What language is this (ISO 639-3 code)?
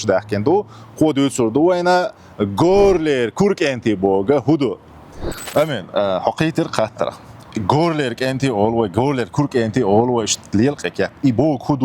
che